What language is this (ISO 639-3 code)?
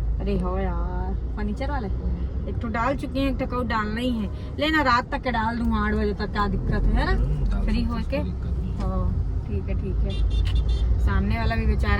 hne